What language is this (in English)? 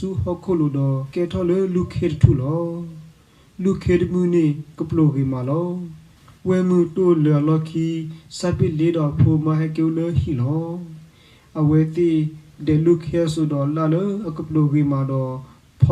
S'gaw Karen